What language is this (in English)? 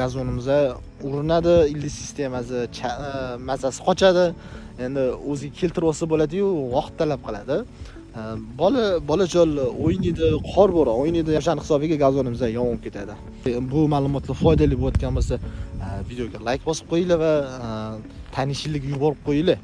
Uzbek